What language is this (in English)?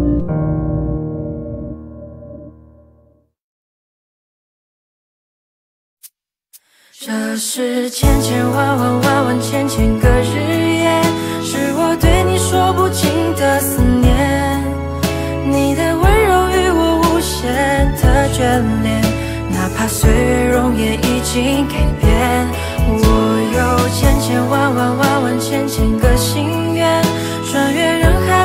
Chinese